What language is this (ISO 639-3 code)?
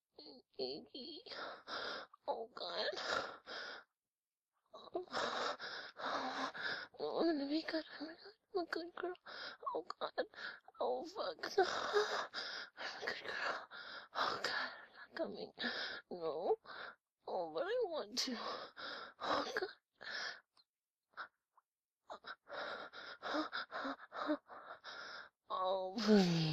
eng